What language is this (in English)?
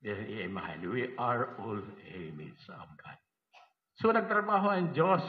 Waray